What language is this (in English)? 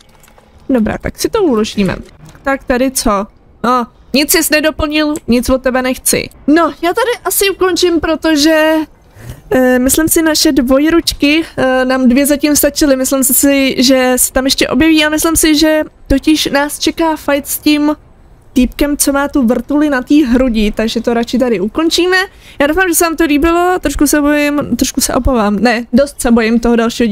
Czech